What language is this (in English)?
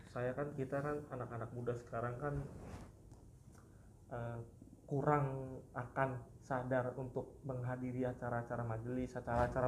Indonesian